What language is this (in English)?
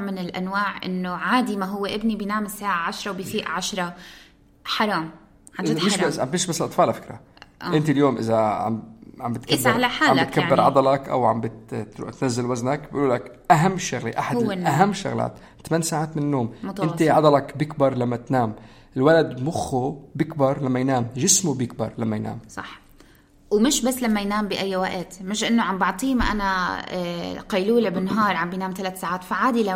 North Levantine Arabic